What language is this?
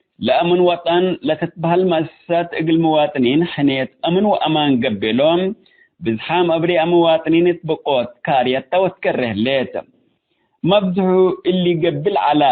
Tigre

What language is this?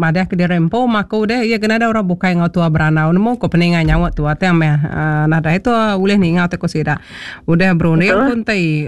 Iban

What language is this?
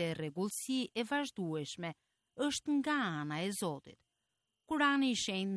Albanian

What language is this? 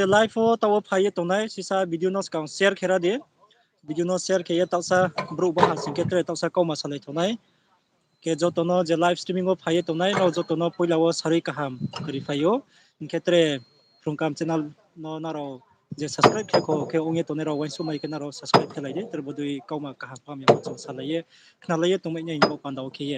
Riang (India)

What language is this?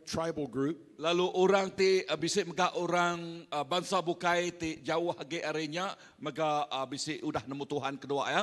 Iban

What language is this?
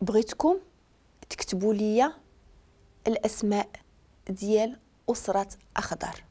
Moroccan Arabic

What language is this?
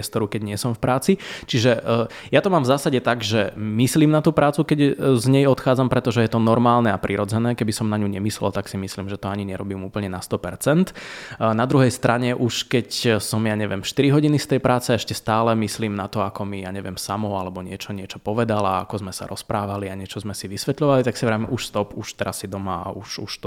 Slovak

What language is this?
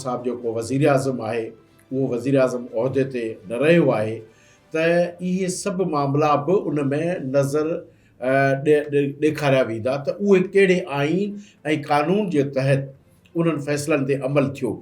Sindhi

